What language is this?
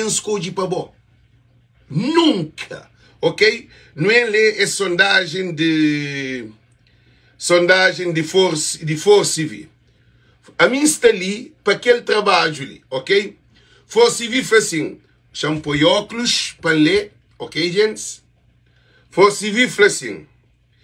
Kabuverdianu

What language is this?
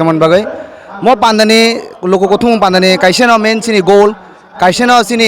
Kok Borok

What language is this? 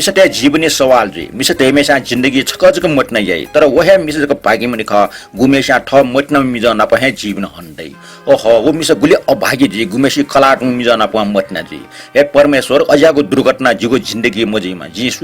Newari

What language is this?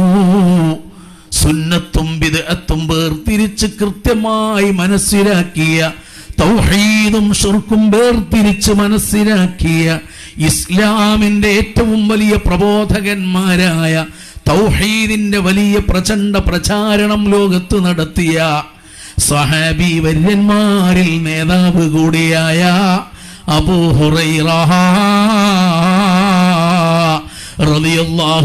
Malayalam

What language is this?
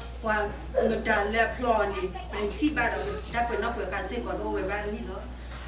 S'gaw Karen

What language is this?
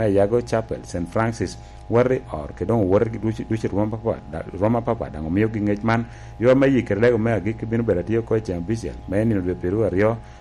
Lango (Uganda)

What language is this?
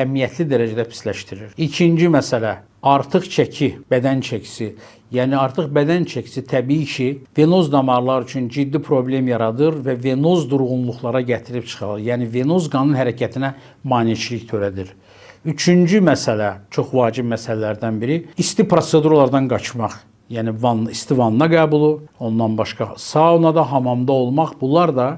Azerbaijani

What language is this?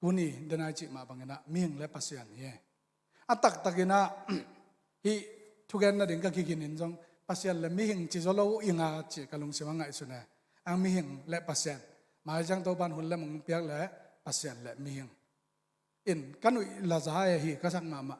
Tedim Chin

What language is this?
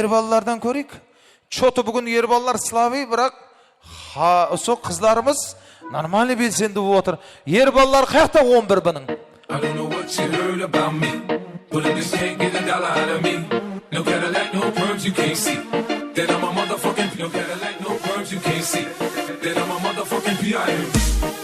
Kara-Kalpak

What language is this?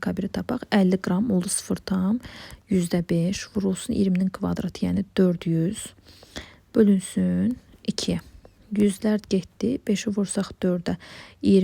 Azerbaijani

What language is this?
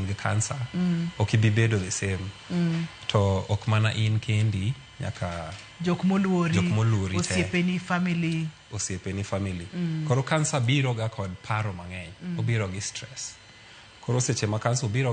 Luo (Kenya and Tanzania)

